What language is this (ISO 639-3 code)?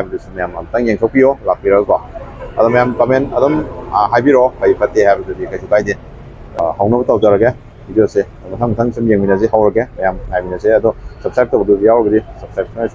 mni